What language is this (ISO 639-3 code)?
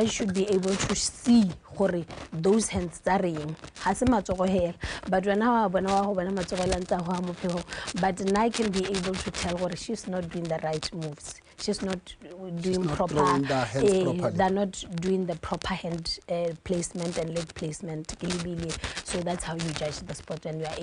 tsn